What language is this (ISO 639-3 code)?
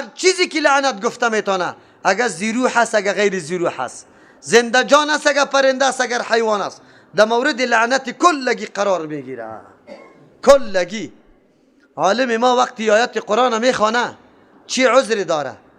fas